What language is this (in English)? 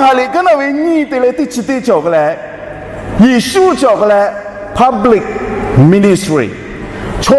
Lahu